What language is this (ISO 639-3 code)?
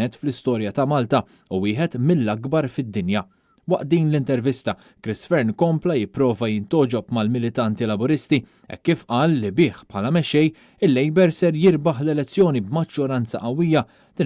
mlt